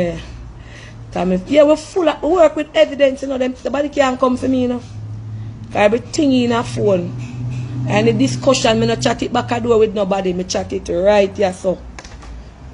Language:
Jamaican Creole English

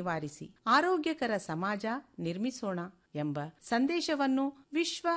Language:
Kannada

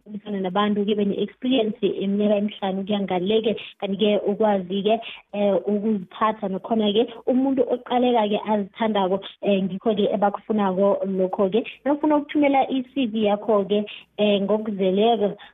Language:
South Ndebele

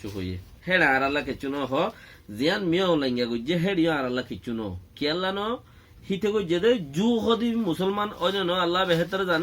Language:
Rohingya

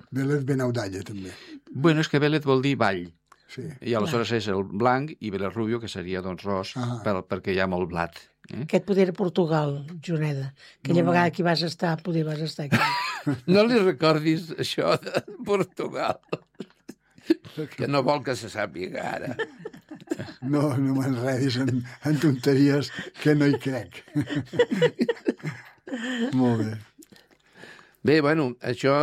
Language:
Catalan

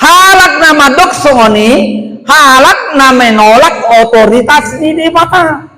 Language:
Batak Toba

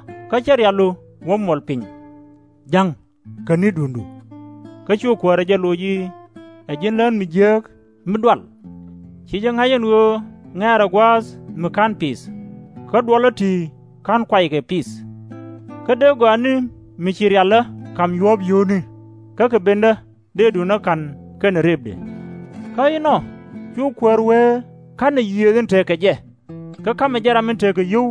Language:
Nuer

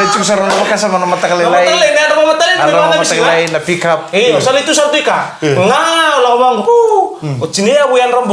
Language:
Fijian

